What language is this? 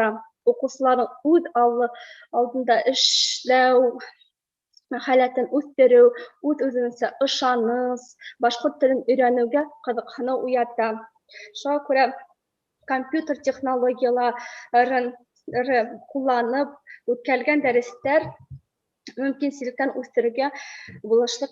Bashkir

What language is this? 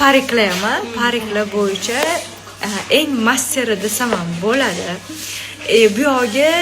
Uzbek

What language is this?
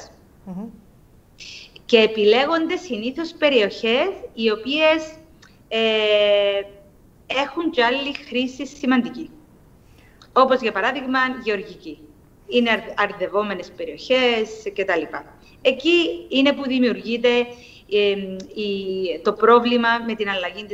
Greek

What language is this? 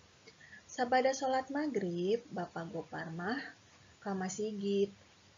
Sundanese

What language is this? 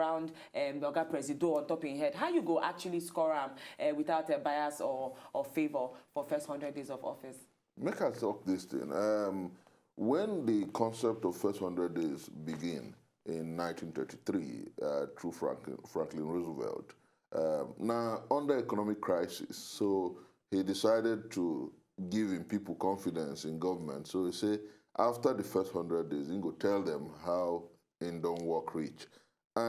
Nigerian Pidgin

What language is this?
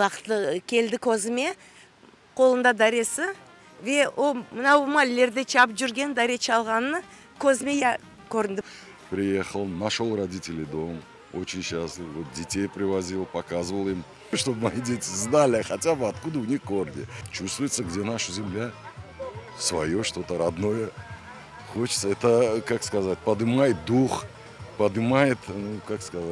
Crimean Tatar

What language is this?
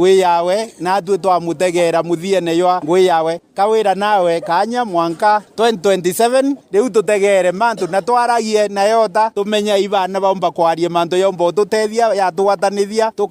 Meru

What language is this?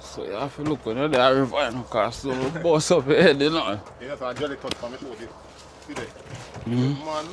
Jamaican Creole English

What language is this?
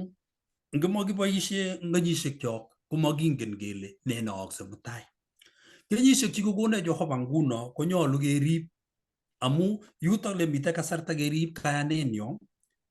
Kalenjin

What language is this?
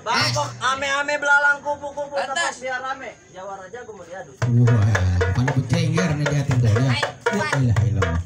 Betawi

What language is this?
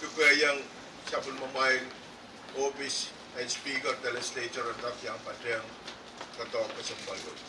Pohnpeian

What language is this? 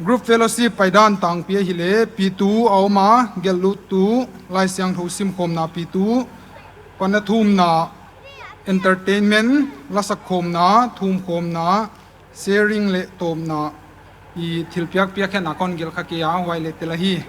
Paite Chin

